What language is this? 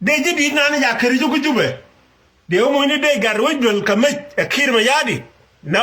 Nuer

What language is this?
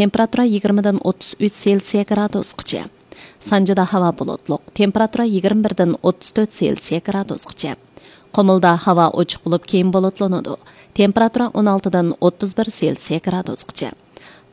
Uyghur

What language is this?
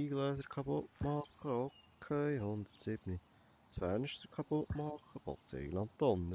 Swiss German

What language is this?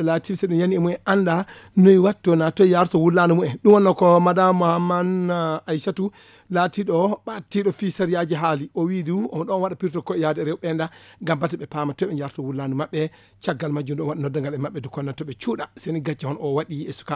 Fula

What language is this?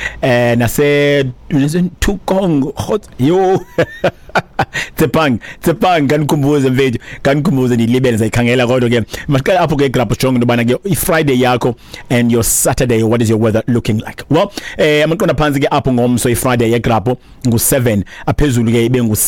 Xhosa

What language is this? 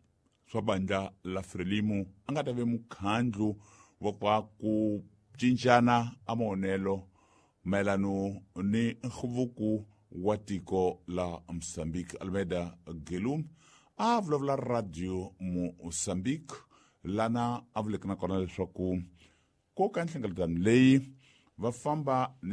Tsonga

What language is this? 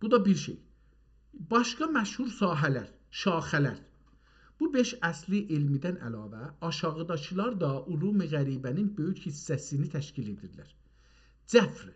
South Azerbaijani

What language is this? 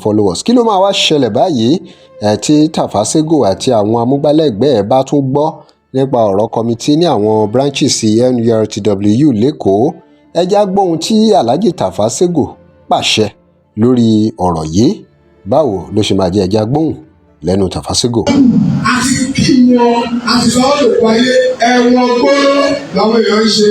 Yoruba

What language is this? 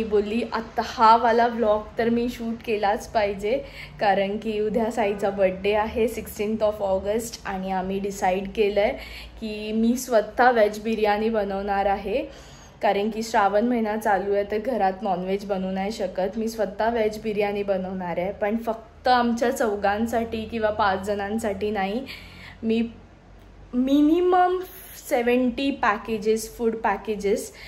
Marathi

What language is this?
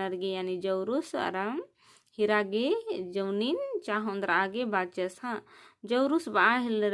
Kurukh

